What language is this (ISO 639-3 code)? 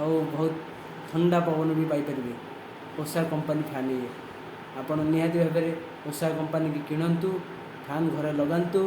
ori